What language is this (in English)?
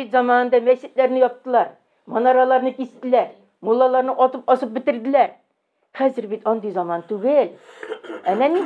Tatar